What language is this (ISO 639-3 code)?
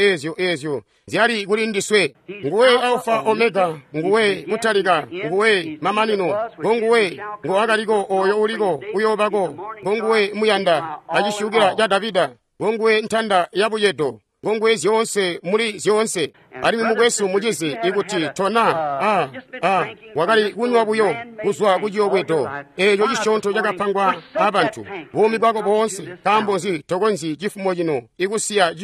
toi